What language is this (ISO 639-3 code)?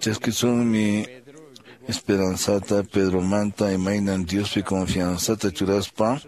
que